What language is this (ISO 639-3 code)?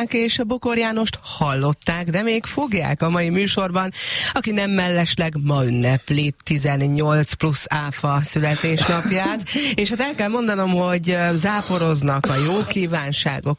hun